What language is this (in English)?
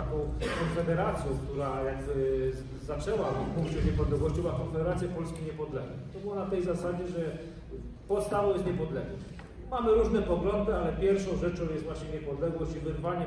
Polish